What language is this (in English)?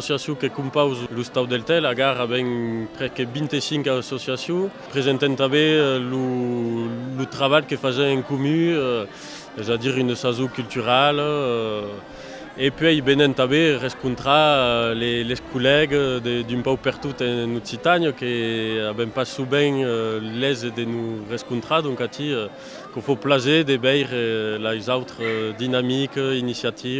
Occitan